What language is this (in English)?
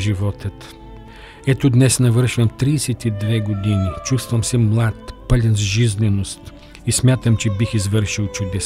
Bulgarian